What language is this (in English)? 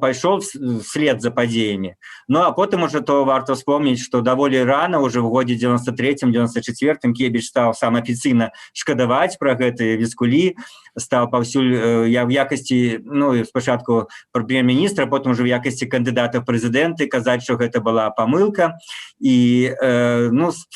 Belarusian